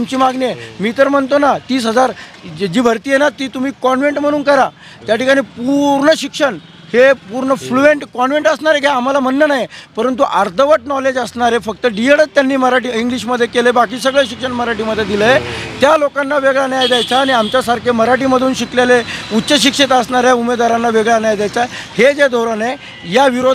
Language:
Marathi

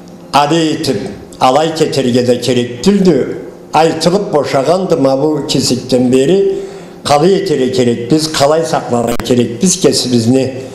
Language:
Karachay-Balkar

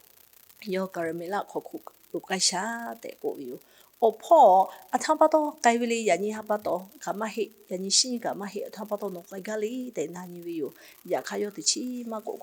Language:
Lahu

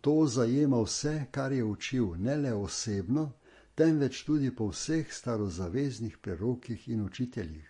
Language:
Slovenian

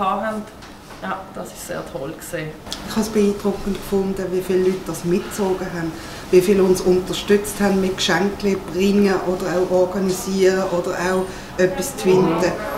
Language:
Swiss German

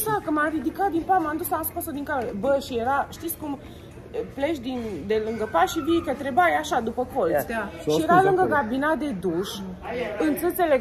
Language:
Romanian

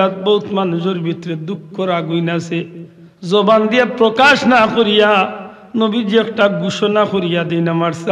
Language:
Sylheti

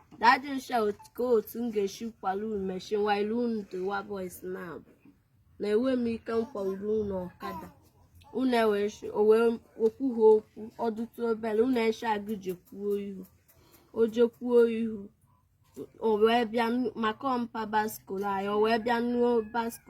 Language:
Igbo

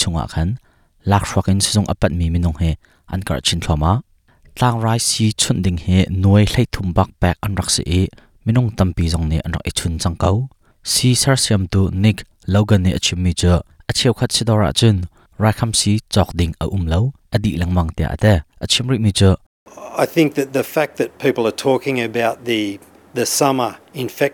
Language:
Hakha Chin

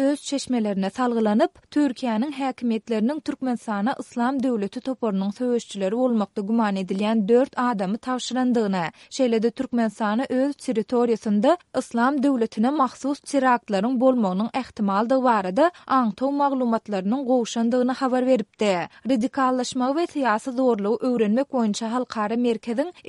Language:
Turkmen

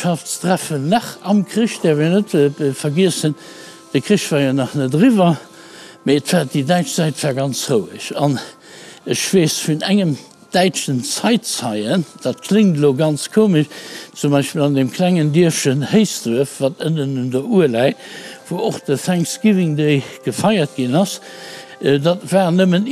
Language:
Luxembourgish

